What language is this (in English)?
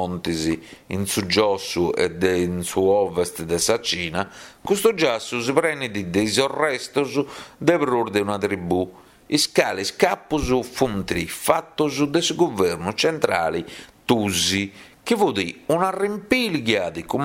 Sardinian